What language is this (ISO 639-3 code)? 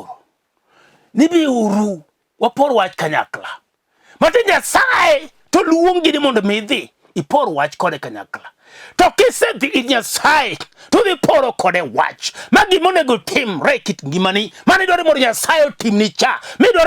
luo